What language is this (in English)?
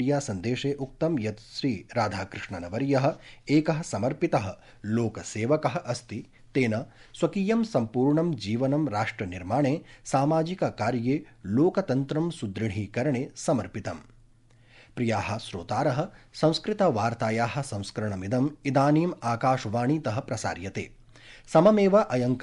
Sanskrit